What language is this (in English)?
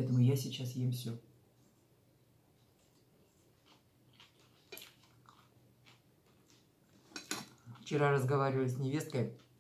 Russian